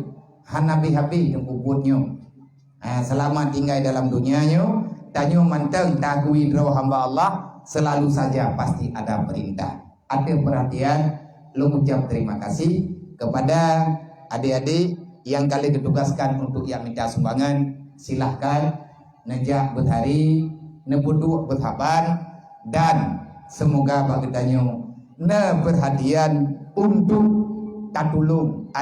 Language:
Achinese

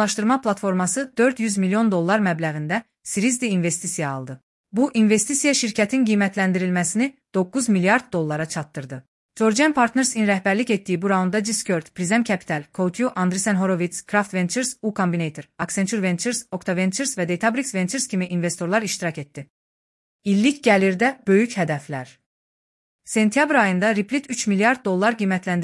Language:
Azerbaijani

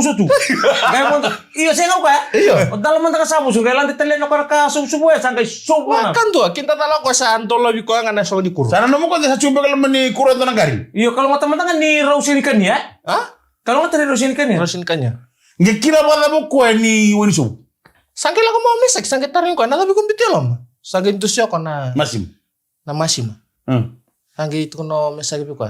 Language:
Fijian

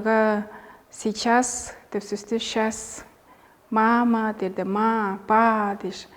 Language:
Tuvinian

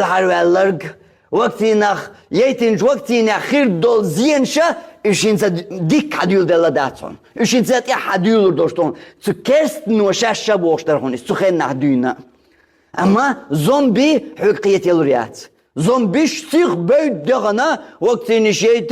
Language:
Chechen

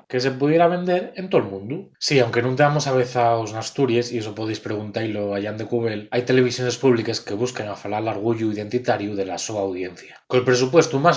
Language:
Asturian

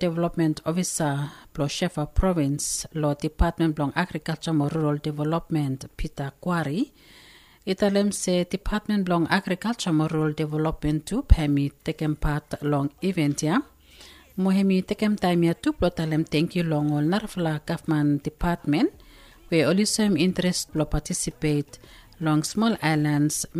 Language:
Bislama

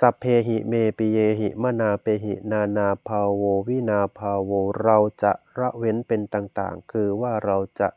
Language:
Northeastern Thai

